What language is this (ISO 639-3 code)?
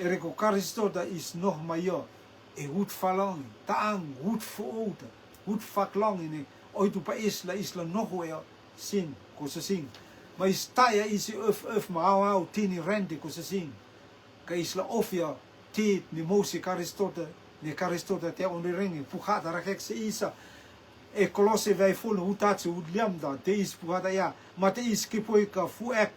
rtm